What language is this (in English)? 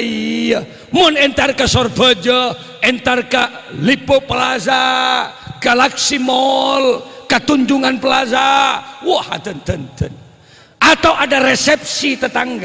Madurese